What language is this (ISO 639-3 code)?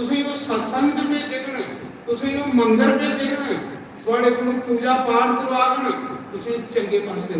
doi